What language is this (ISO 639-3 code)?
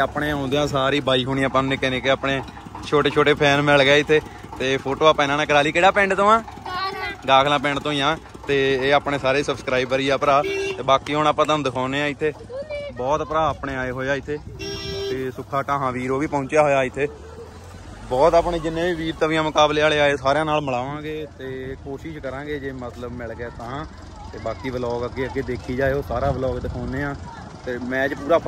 pan